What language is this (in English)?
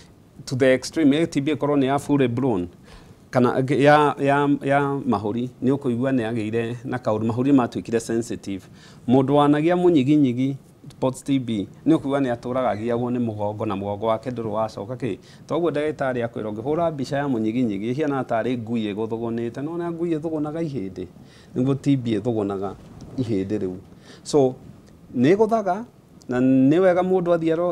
Kikuyu